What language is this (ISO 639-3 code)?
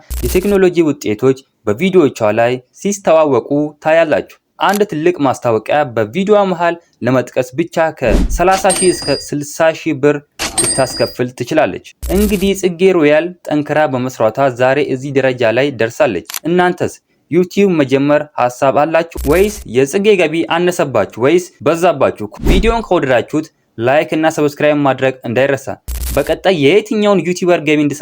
amh